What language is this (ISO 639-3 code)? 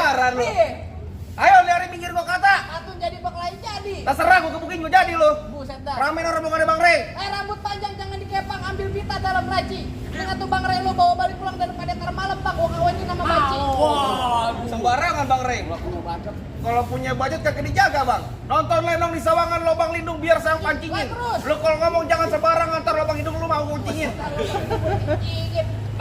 bew